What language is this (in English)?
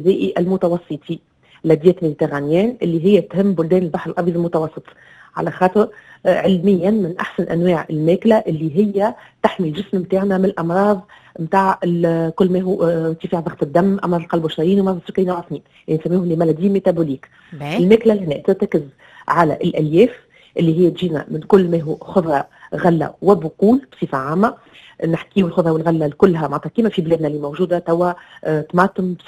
Tunisian Arabic